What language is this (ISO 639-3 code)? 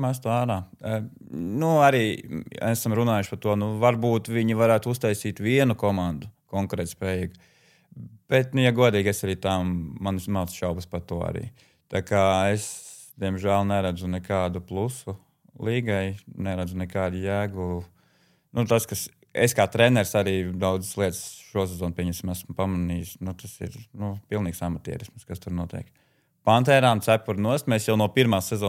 lav